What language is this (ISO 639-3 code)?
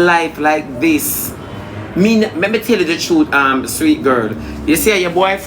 jam